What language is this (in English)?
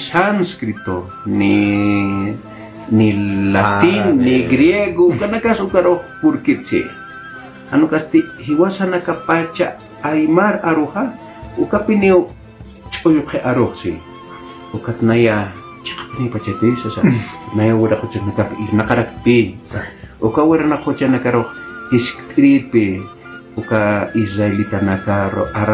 Aymara